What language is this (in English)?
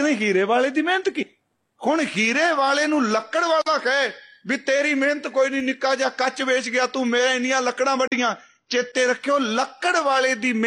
Punjabi